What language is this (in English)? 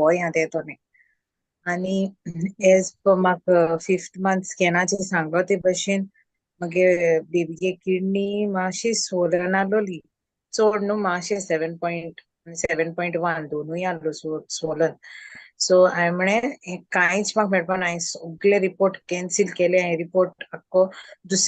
Konkani